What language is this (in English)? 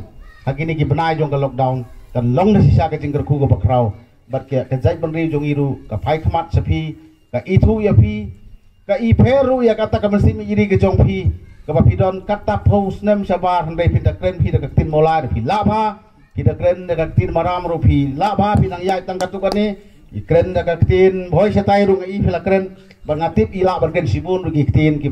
Khasi